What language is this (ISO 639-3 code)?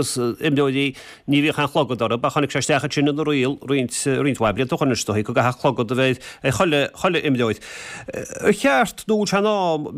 gle